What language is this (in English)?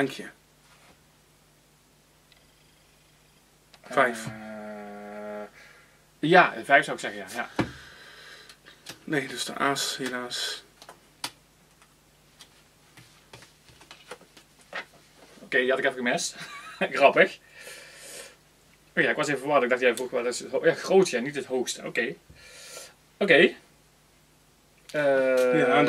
Dutch